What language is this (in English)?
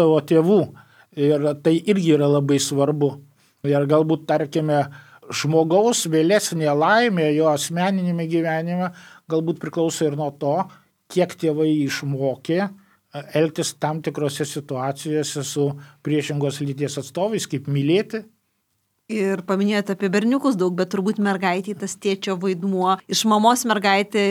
Lithuanian